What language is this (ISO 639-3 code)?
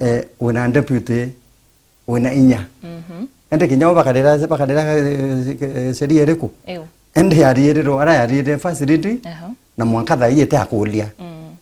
mer